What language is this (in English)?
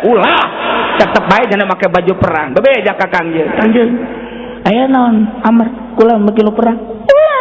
Sundanese